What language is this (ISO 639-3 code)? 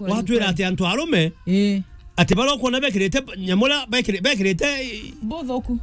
mer